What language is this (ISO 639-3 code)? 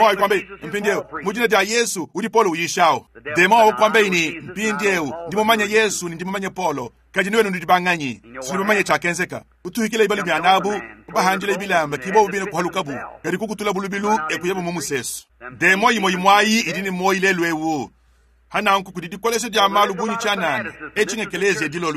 lua